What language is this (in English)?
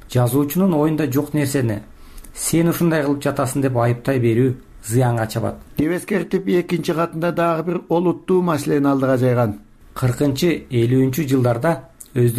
Kyrgyz